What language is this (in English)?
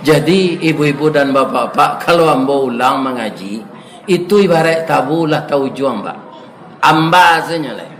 Minangkabau